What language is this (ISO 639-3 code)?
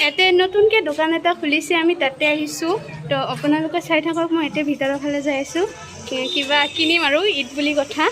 asm